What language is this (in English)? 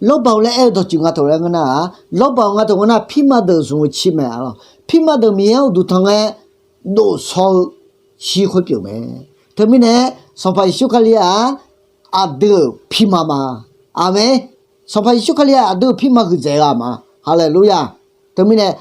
Akha